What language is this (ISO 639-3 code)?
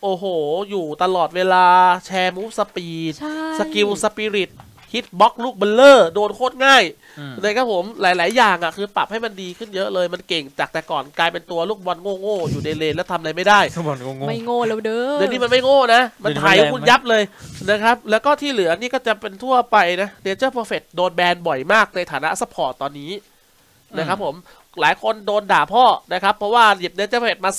tha